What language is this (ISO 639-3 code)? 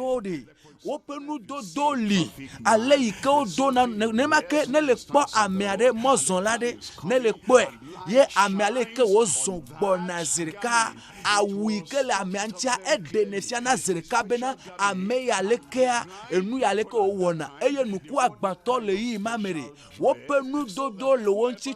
ewe